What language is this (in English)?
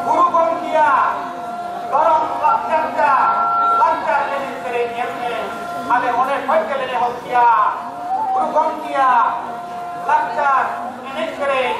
Santali